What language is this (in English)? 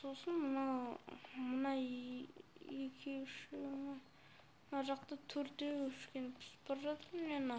Kazakh